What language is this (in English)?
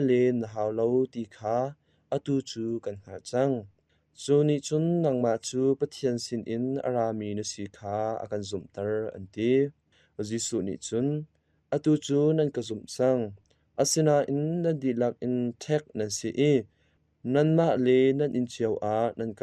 Hakha Chin